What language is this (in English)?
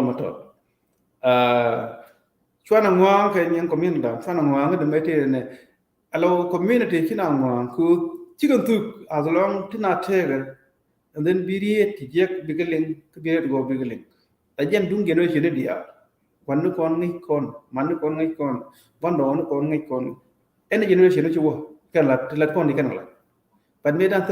Nuer